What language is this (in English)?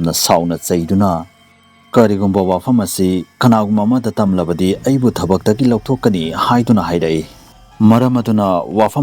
Manipuri